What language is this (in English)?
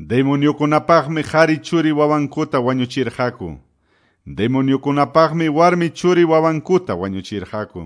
Quechua